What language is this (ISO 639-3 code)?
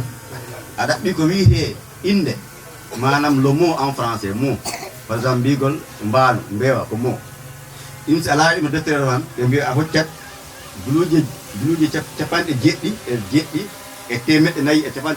ful